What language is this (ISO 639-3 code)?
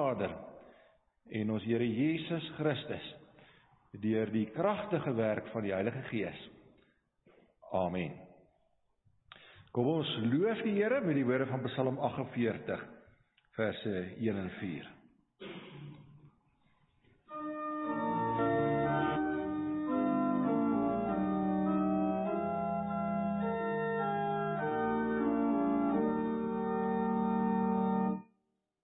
afr